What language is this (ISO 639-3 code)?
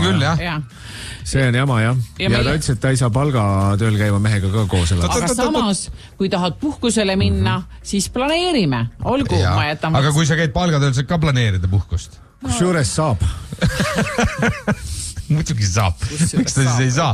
est